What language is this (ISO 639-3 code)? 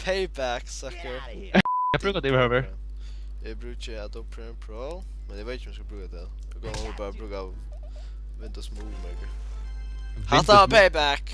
fao